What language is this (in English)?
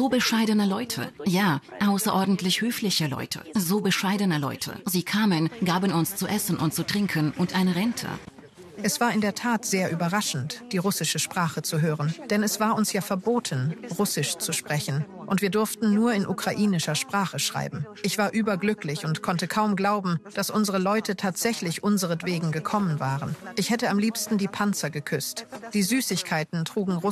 German